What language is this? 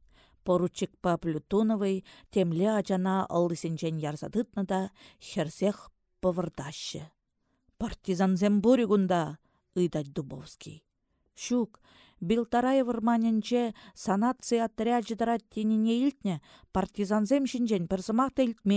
Chuvash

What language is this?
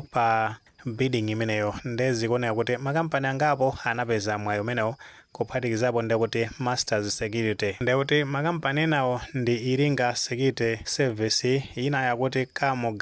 Nyanja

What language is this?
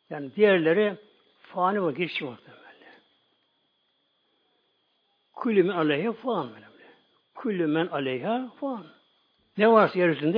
Turkish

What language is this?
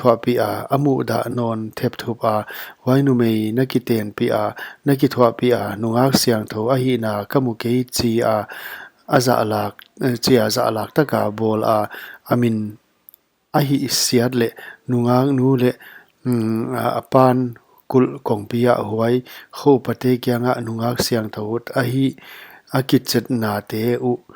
Paite Chin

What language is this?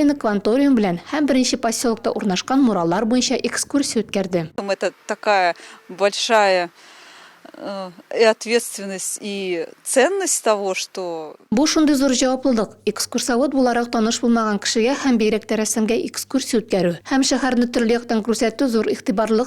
Tatar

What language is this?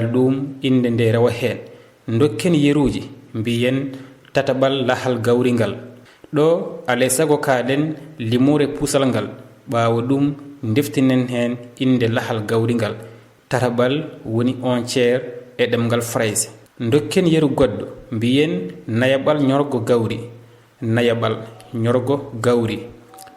Fula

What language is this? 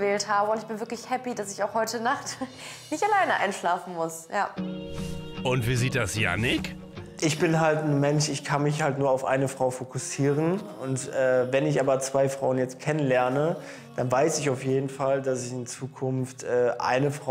German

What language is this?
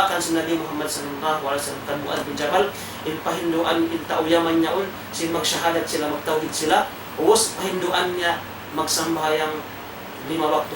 Tausug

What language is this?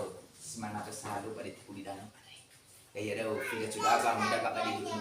Nias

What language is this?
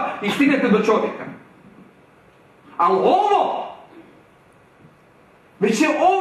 Croatian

